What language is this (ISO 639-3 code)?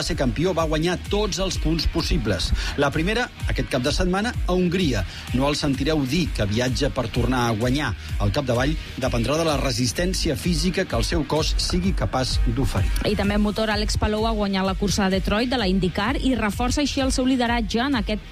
cat